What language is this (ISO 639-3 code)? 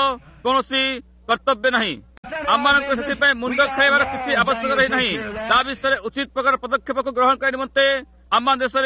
ori